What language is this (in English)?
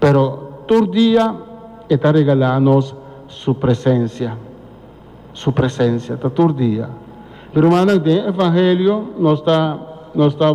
Papiamento